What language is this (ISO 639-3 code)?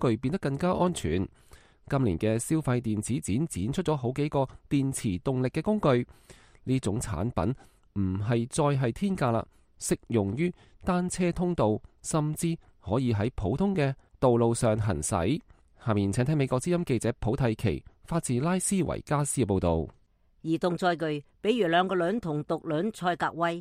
yue